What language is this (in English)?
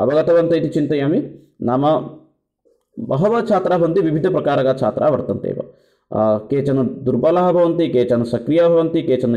Sanskrit